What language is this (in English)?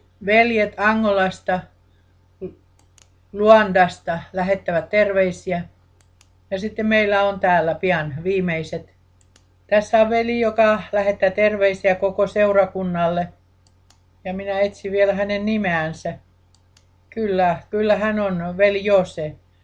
Finnish